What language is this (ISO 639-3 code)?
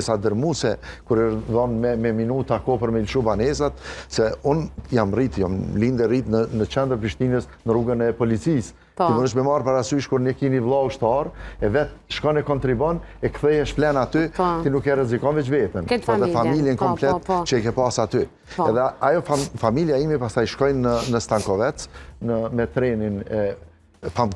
sqi